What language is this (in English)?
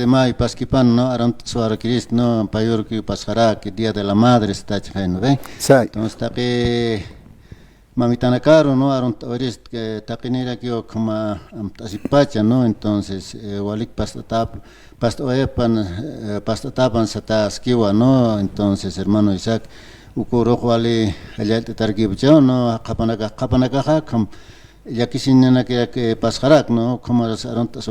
Aymara